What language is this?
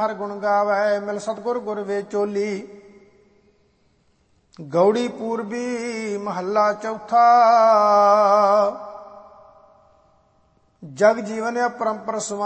Punjabi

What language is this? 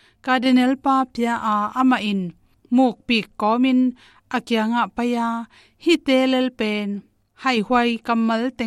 Tedim Chin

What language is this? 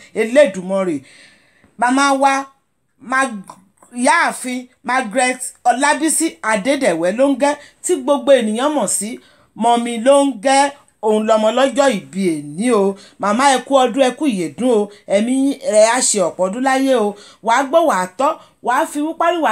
Yoruba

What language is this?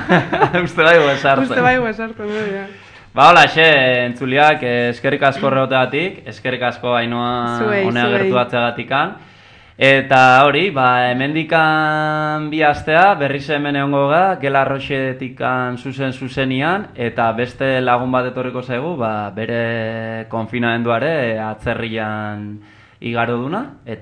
Basque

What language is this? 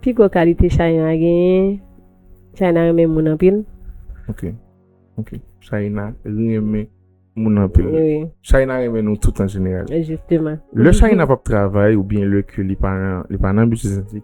Haitian Creole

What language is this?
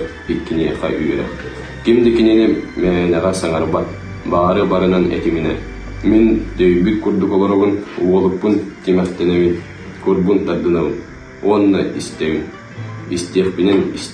Yakut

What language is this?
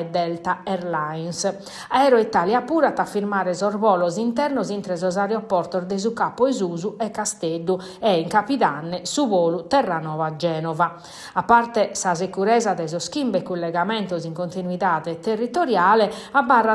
Sardinian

